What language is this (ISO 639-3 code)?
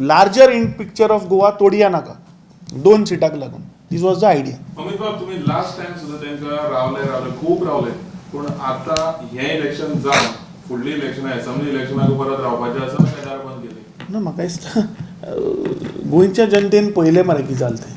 kok